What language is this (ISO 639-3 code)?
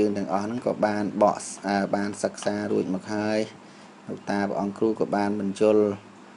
khm